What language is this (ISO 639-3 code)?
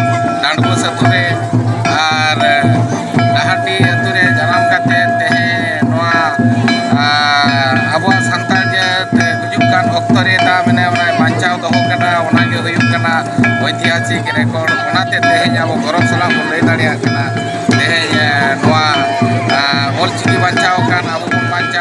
sat